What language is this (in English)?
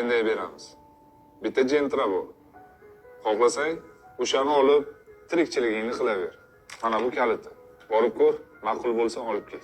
Uzbek